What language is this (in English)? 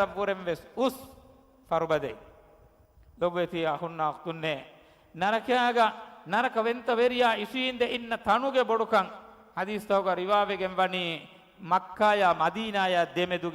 Divehi